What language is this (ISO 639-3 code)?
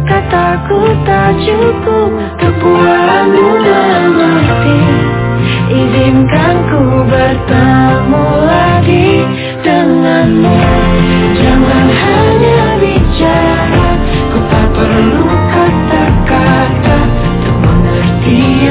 ind